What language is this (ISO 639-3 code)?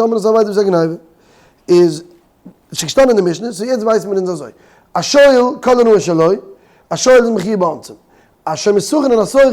yid